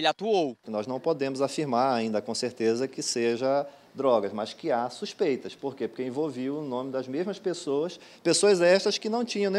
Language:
Portuguese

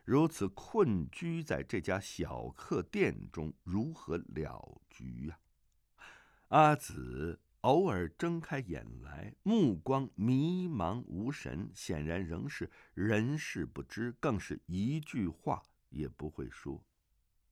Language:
Chinese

